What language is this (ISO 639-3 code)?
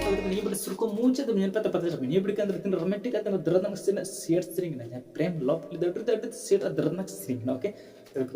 sat